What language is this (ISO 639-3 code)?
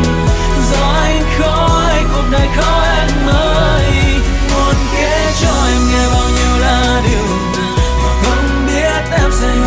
vie